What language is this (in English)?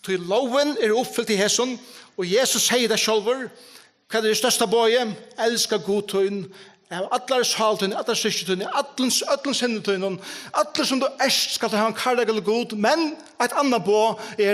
Faroese